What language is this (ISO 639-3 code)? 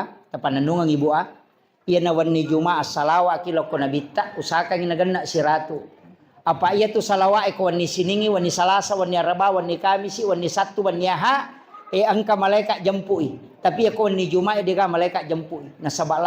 bug